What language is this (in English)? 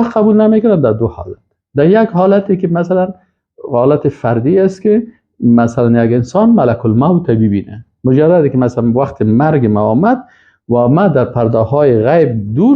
Persian